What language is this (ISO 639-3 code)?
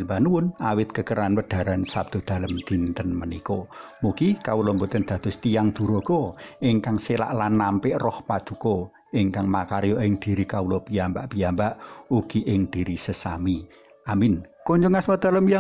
jav